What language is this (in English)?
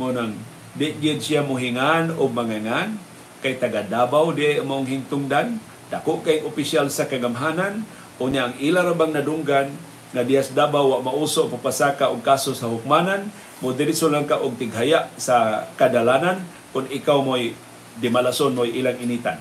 Cebuano